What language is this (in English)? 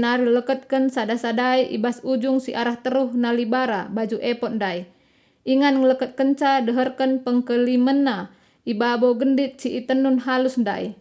Batak Karo